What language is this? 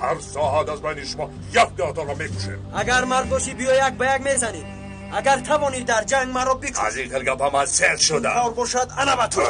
Tajik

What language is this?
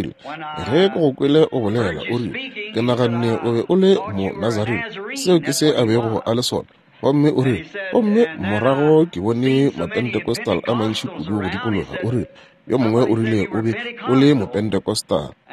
Northern Sotho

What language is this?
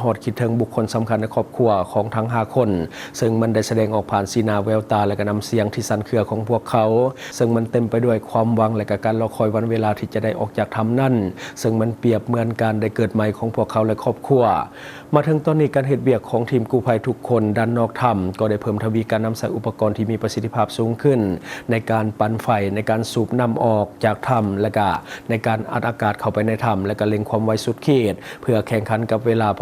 Lao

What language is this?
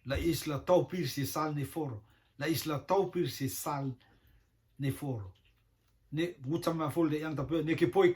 Rotuman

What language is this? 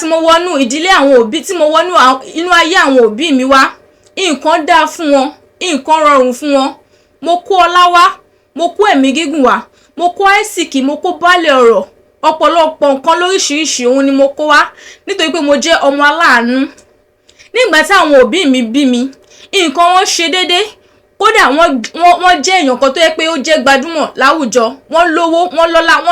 Yoruba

